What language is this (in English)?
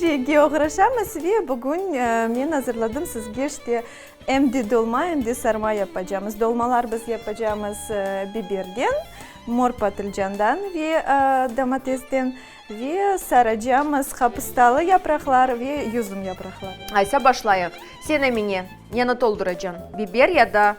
Crimean Tatar